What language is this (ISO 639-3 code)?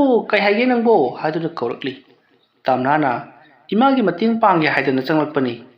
mni